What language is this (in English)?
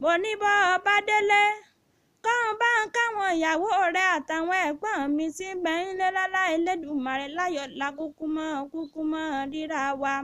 Yoruba